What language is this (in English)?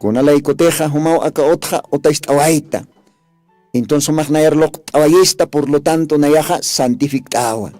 Aymara